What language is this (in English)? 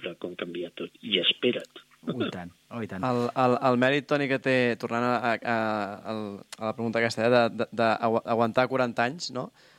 Catalan